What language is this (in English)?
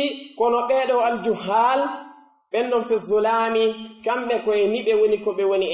Pular